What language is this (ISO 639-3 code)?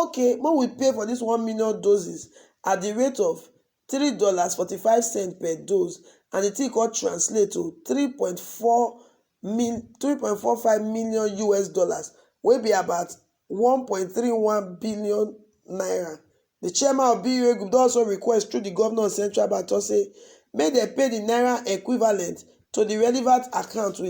pcm